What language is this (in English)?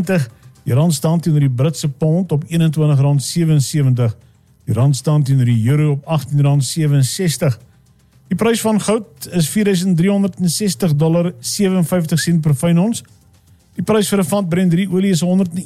Afrikaans